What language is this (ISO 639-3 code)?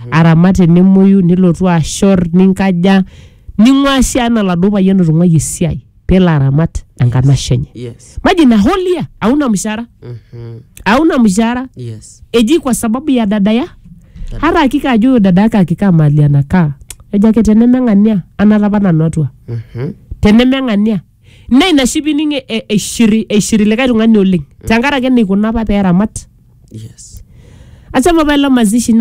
mas